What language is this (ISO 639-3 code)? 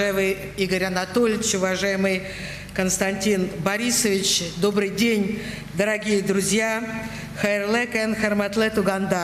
bak